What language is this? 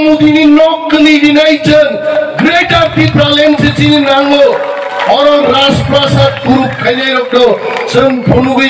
Kok Borok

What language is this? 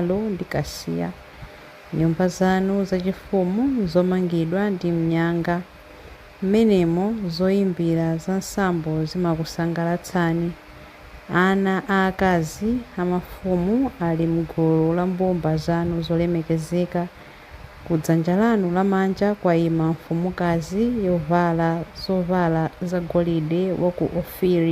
Nyanja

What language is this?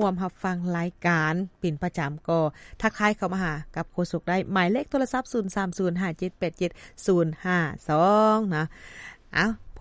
Lao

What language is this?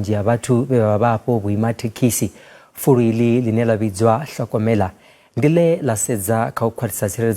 Venda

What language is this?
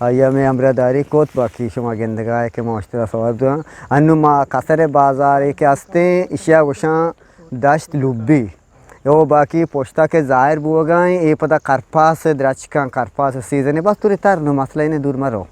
Eastern Balochi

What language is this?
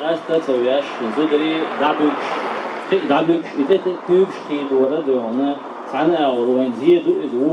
Chechen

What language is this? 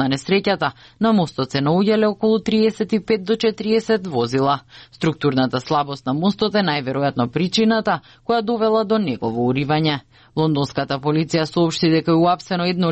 Macedonian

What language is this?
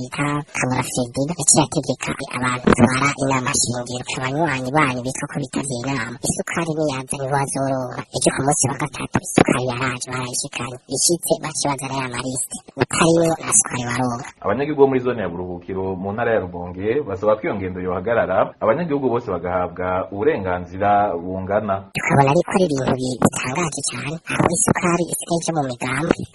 Rundi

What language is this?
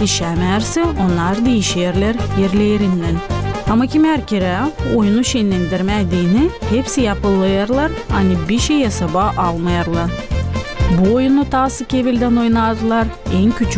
Gagauz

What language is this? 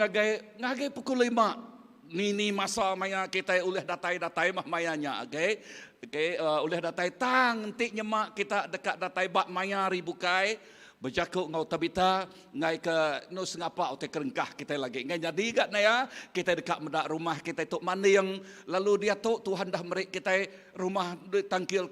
Iban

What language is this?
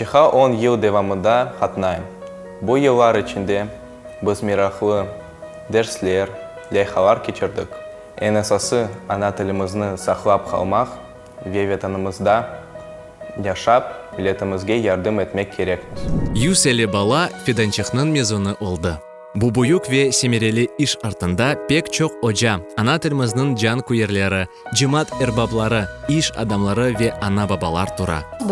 Crimean Tatar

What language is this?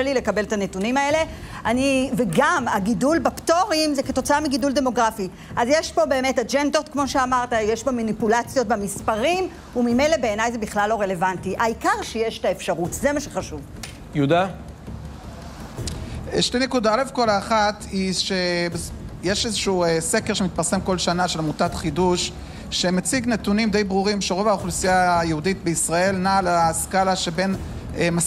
Hebrew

